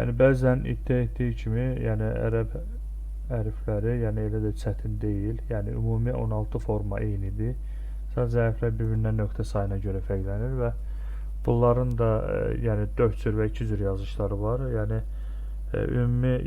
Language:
Azerbaijani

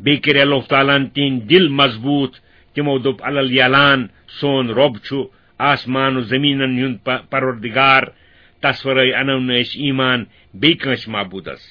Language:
Kashmiri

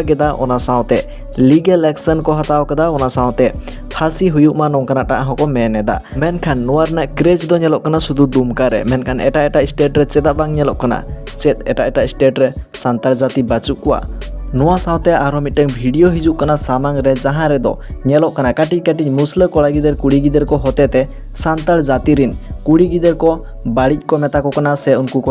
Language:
Santali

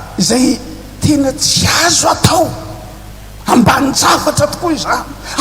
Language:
Malagasy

